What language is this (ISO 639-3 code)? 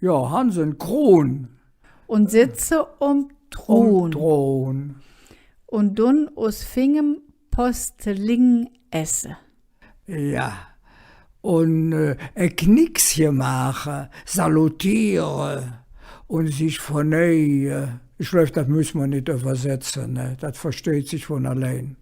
ksh